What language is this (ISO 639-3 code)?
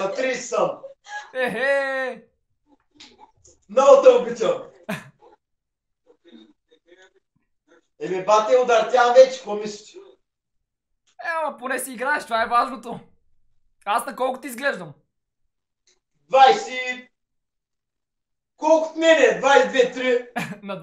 bul